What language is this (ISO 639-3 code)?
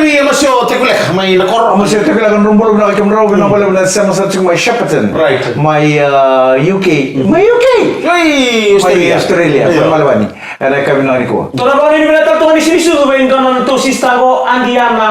fij